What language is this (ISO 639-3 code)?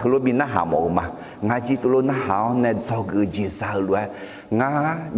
ahk